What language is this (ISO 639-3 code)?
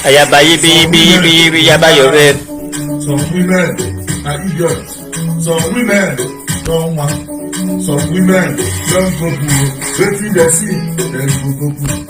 pcm